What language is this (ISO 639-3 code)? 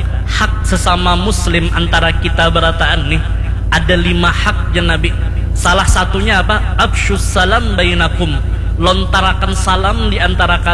bjn